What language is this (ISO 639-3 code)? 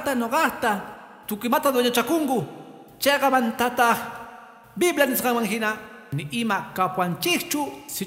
que